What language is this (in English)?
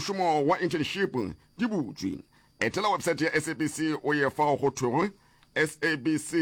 Northern Sotho